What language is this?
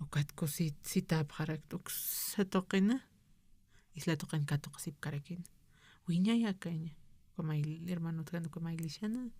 Aymara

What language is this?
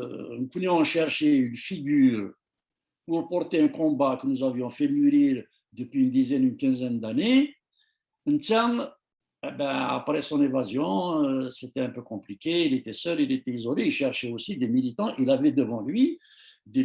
Kabyle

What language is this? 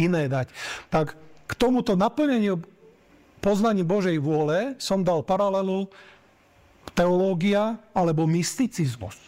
Slovak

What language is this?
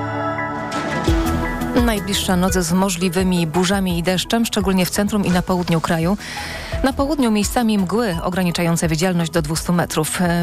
Polish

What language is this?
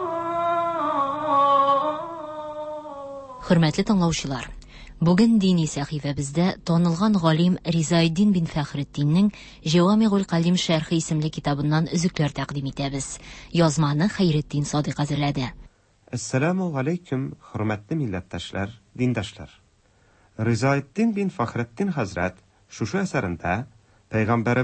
Tatar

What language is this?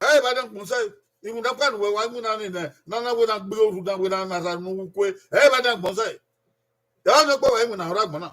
Bini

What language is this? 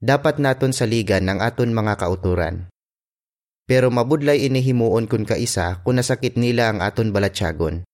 Hiligaynon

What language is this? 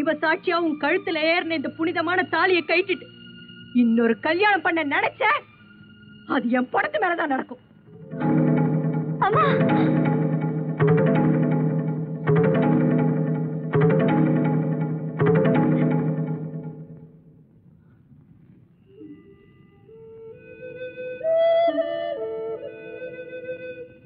Tamil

